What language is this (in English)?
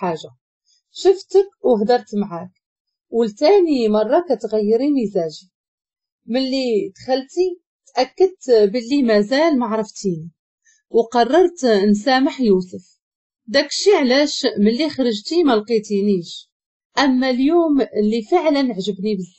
Moroccan Arabic